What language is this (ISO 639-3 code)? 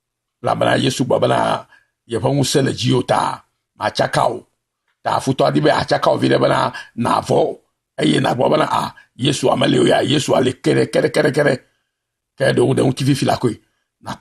ewe